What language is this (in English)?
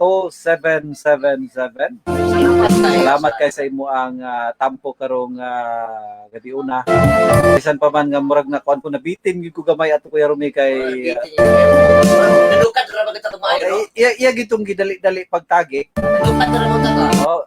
Cebuano